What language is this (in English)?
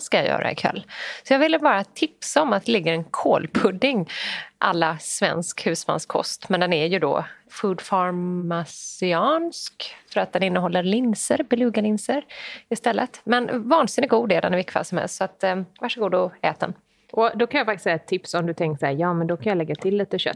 Swedish